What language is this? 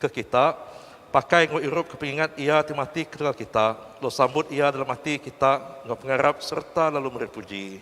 Iban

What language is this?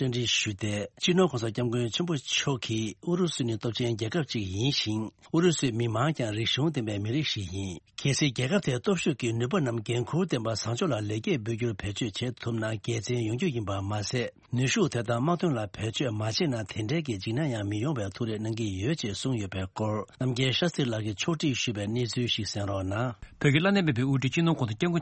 Tibetan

